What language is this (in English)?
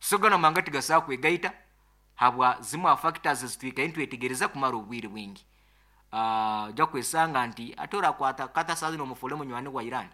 Nyoro